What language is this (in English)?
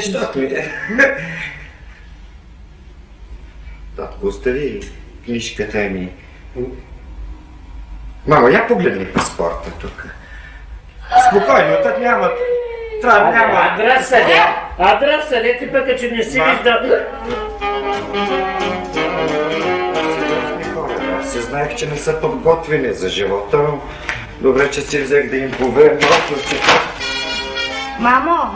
Bulgarian